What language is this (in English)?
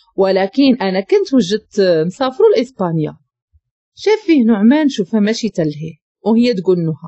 Moroccan Arabic